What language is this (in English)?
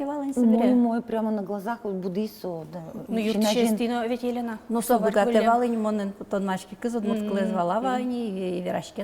Udmurt